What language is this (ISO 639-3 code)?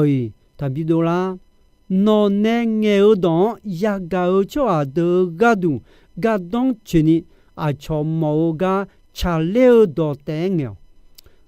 ahk